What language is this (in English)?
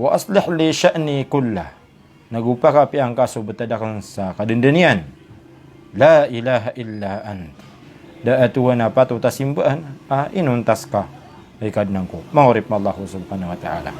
Maranao